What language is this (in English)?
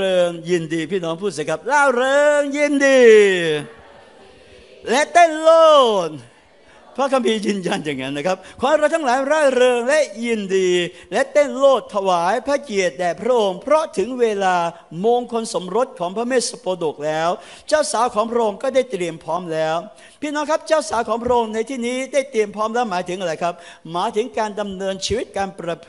Thai